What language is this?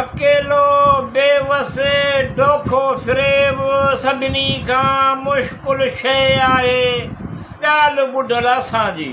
Sindhi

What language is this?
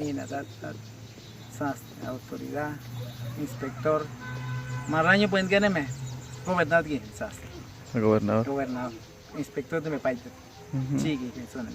Awa-Cuaiquer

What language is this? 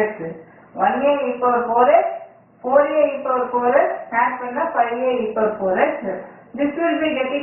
Tamil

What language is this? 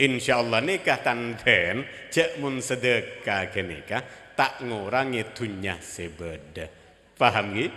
Madurese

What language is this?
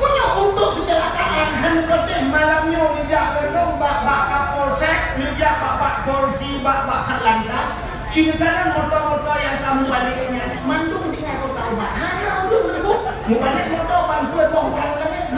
Achinese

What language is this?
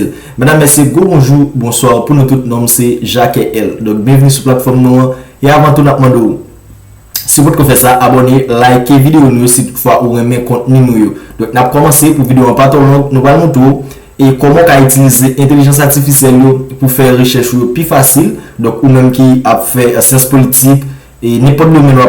Haitian Creole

